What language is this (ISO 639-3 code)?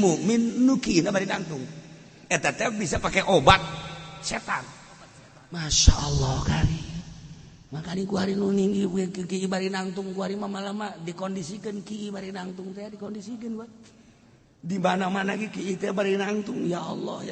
sun